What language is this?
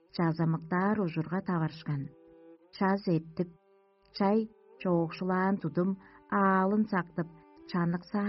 Tuvinian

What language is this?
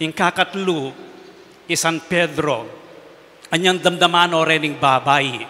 Pampanga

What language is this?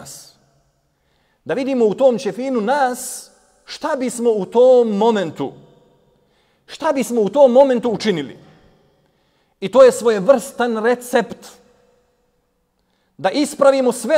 Bosnian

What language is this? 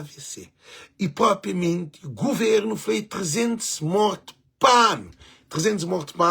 Kabuverdianu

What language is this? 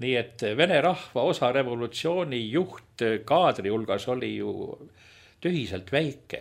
Estonian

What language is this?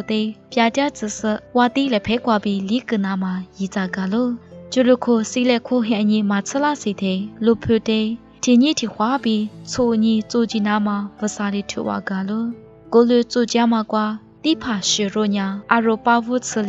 Lisu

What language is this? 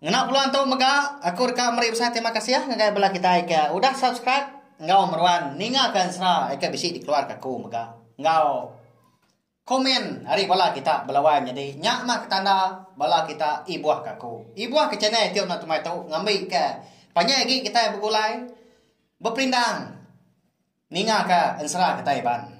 Iban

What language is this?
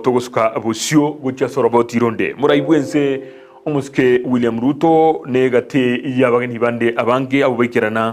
Gusii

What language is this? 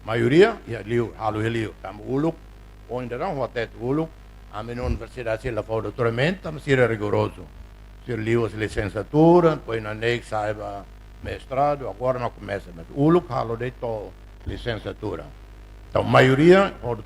Tetum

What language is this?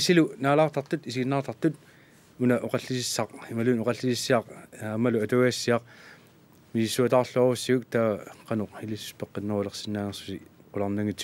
Kalaallisut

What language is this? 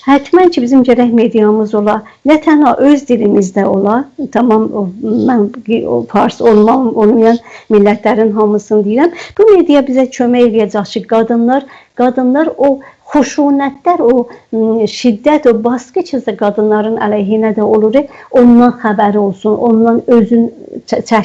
South Azerbaijani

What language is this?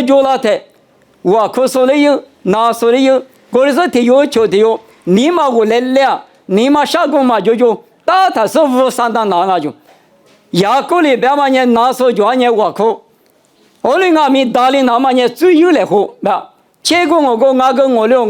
Lisu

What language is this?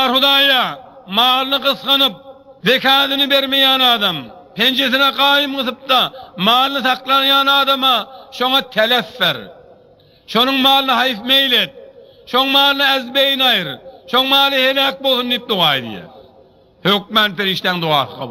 Turkmen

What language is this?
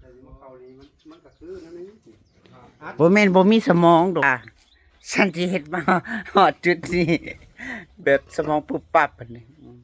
Northeastern Thai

